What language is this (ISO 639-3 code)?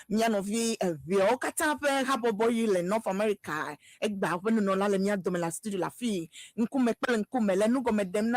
ewe